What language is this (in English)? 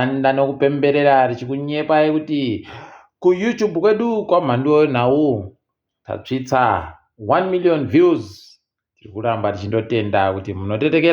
Ndau